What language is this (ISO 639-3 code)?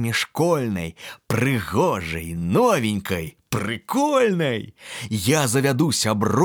bel